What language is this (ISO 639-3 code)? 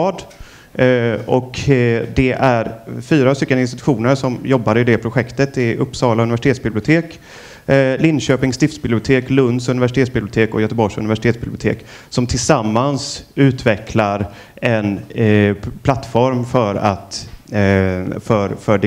swe